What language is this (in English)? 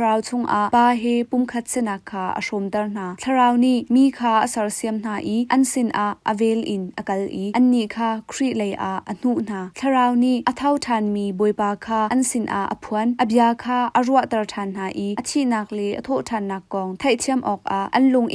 Hakha Chin